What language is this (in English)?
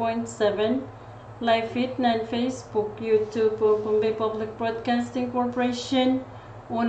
Pohnpeian